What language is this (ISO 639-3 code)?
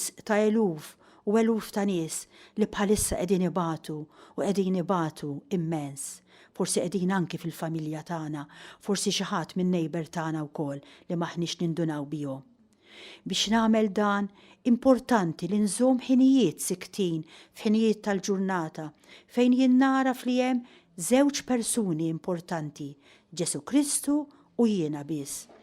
mlt